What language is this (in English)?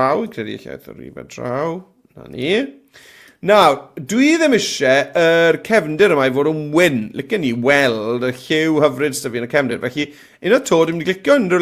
Welsh